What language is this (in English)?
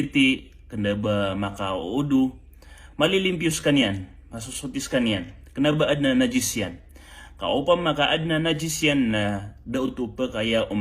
Maranao